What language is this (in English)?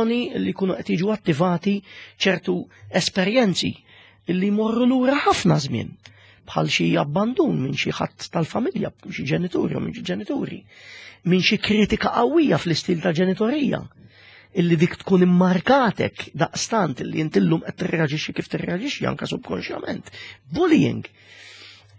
Maltese